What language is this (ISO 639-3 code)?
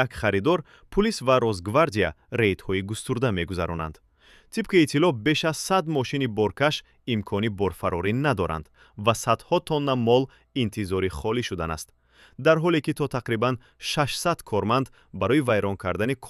tgk